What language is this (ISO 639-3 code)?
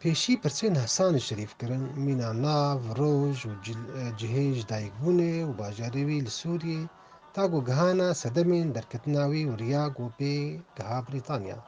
kur